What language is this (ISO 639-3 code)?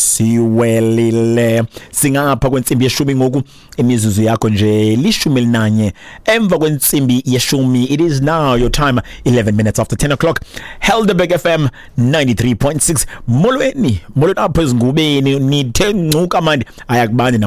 xho